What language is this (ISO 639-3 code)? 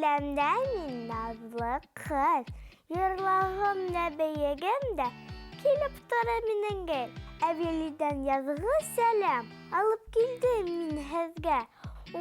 bak